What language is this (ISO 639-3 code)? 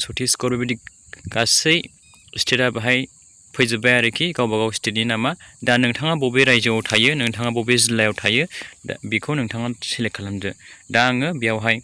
brx